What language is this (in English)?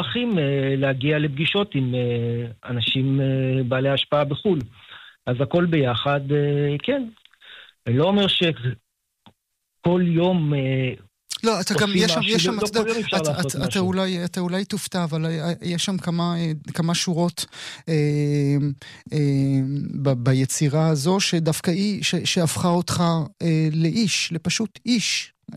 Hebrew